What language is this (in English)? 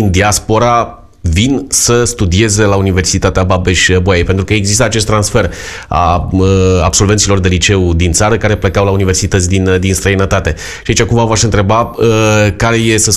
Romanian